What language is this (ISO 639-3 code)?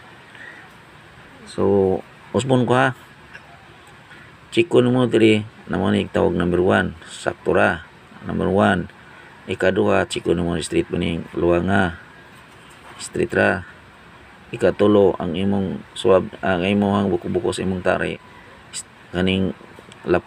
ceb